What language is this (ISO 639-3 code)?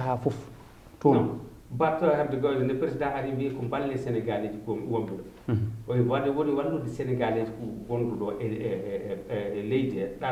ful